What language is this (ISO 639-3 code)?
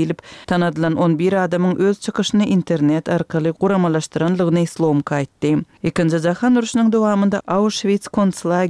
kir